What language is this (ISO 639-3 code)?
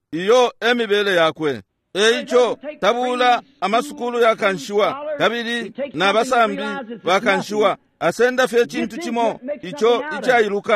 bem